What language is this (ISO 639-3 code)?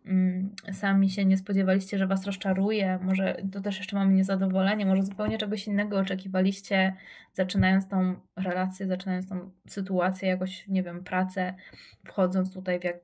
pol